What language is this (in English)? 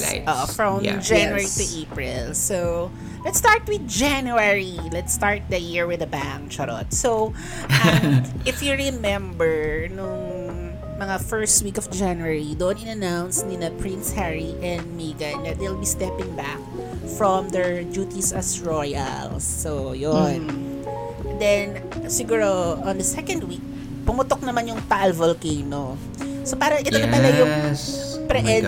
Filipino